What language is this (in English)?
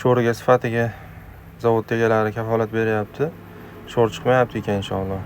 Uzbek